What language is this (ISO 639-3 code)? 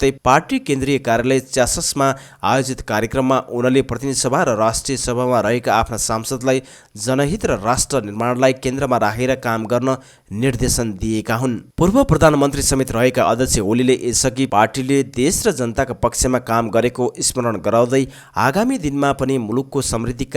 nep